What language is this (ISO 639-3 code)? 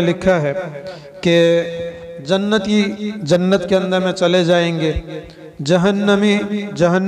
urd